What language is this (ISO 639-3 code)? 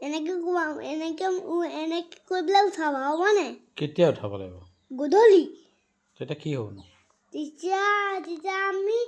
asm